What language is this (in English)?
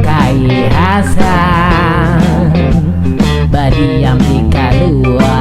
Banjar